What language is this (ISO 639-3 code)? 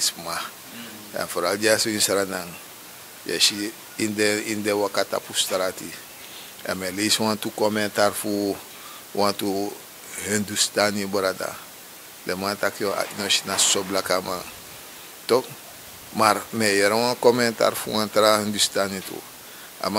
srn